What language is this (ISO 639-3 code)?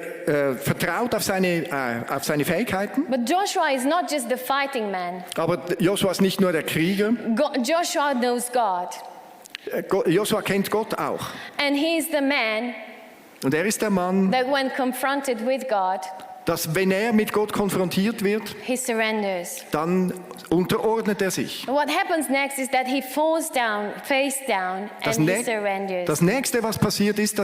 gsw